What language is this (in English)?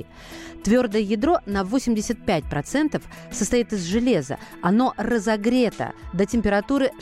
Russian